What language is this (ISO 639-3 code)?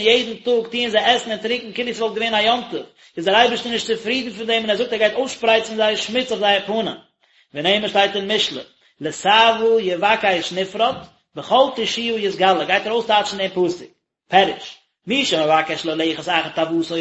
yid